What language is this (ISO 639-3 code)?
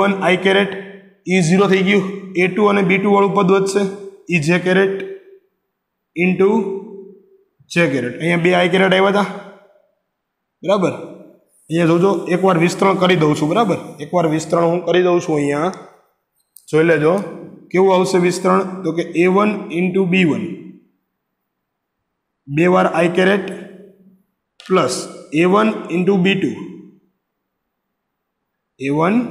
guj